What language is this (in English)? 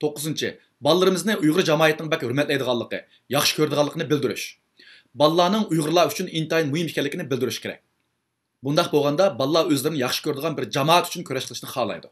Uyghur